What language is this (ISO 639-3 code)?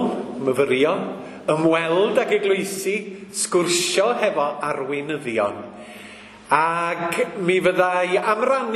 cym